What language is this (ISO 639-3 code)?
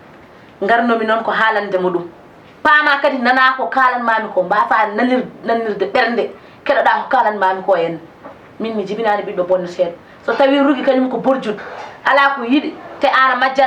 ful